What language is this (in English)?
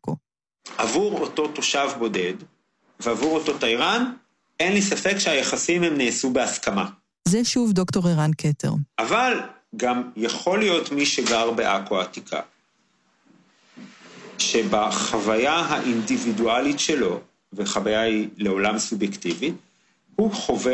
Hebrew